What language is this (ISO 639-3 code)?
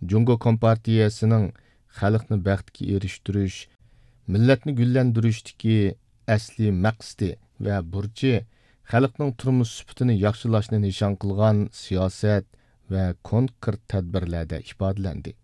uig